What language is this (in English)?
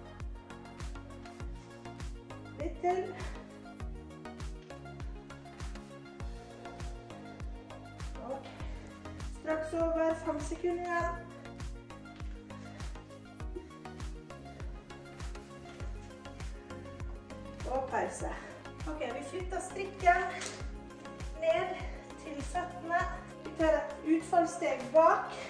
Norwegian